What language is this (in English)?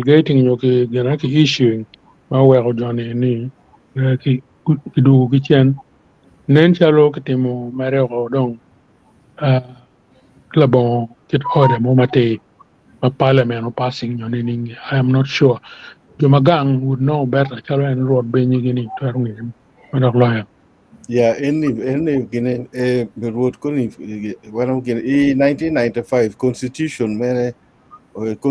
Acoli